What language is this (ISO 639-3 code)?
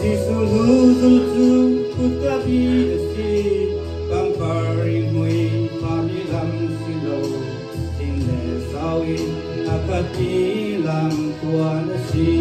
cnh